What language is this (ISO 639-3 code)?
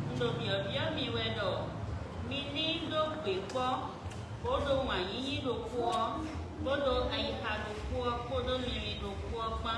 fon